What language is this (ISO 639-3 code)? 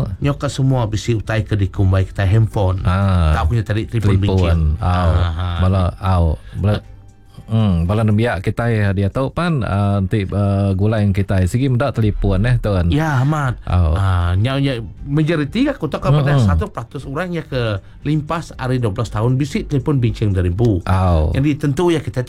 iba